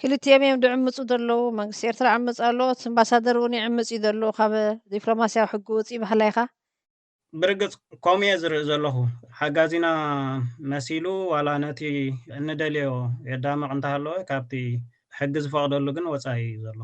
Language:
Tigrinya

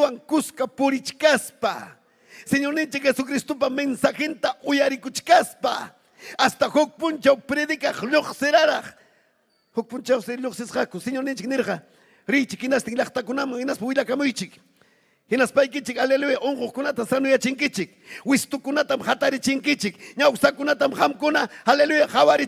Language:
Ayacucho Quechua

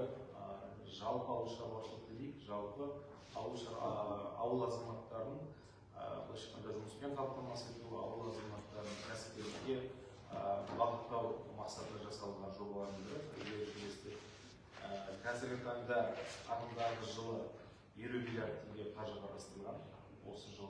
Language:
Kazakh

